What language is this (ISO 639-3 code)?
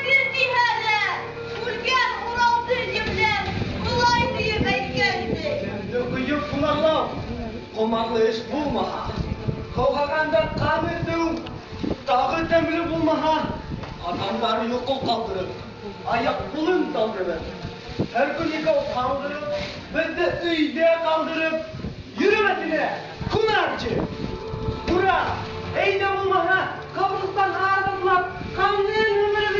bak